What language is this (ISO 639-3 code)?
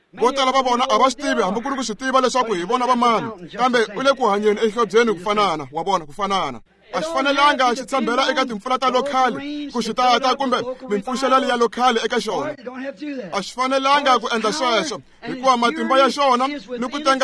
tso